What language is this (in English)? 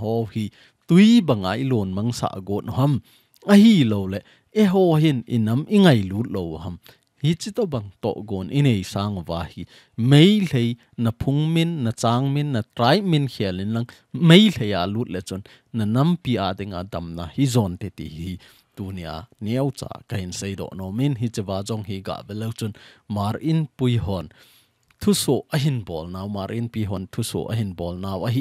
Thado Chin